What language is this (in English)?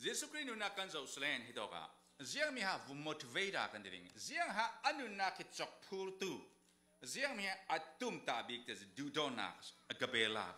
Falam Chin